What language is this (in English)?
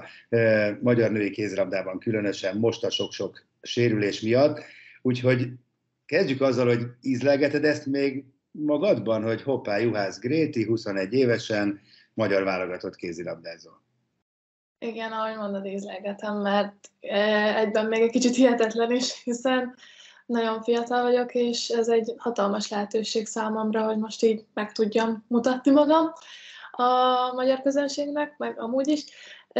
Hungarian